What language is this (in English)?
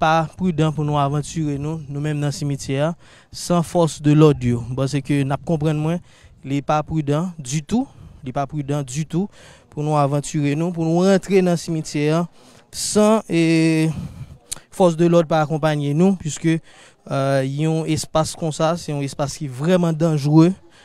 Haitian Creole